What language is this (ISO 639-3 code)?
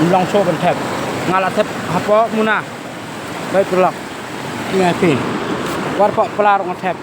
kha